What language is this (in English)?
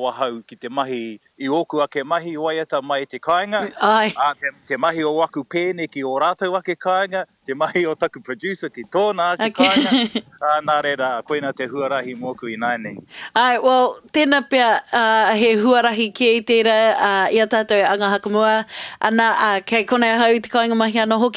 Māori